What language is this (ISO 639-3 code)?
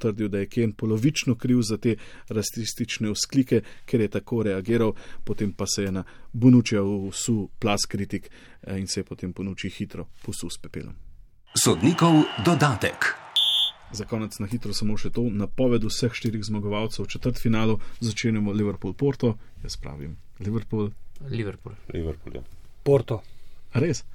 slv